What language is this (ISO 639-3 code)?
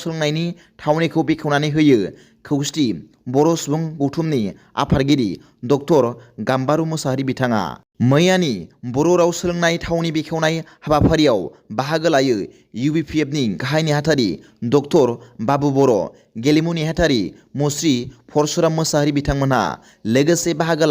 brx